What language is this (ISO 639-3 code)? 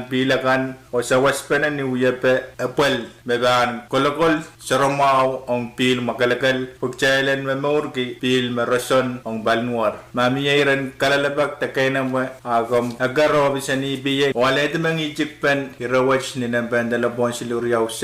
pon